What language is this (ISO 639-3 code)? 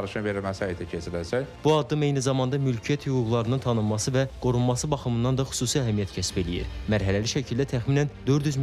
aze